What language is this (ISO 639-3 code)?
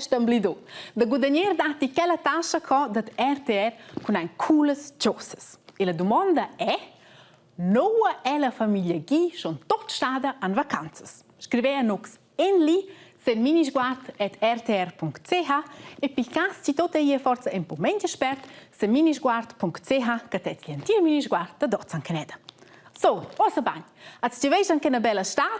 roh